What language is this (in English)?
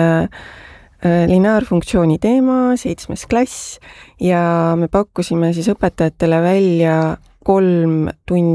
Estonian